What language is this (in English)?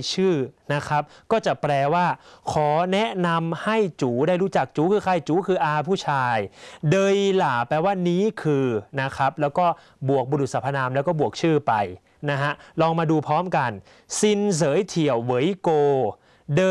Thai